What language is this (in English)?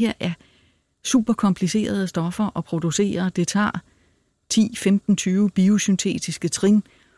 Danish